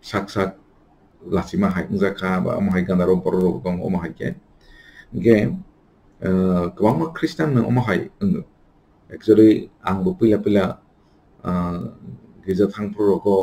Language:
Kok Borok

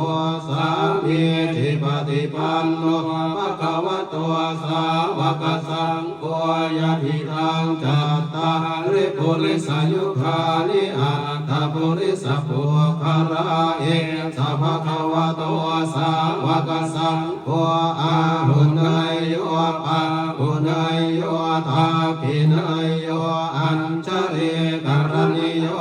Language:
Pali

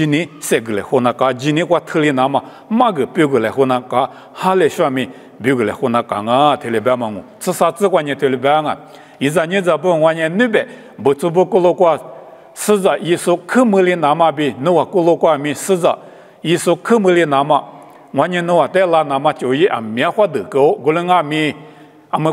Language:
Lisu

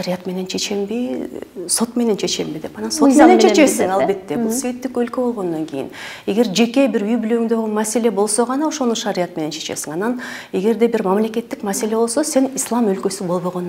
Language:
Kyrgyz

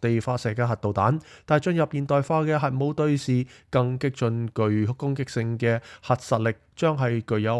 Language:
Cantonese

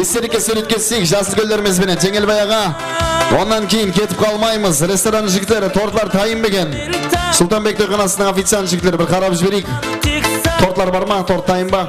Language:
Kara-Kalpak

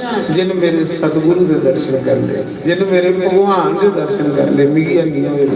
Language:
Dogri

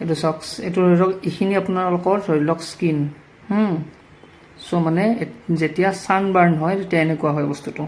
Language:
Assamese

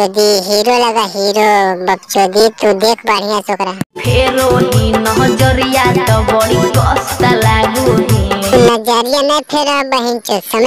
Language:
Magahi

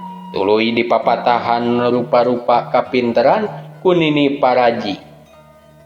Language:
Sundanese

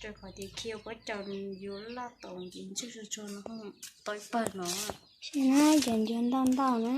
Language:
Hmong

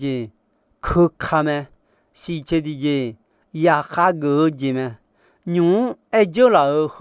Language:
Akha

